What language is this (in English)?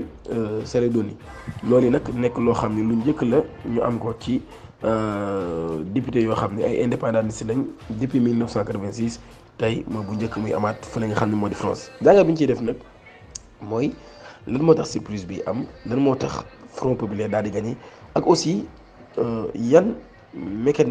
Wolof